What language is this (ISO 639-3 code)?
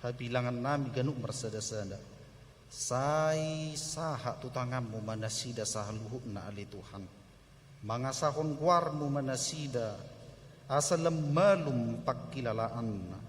bbc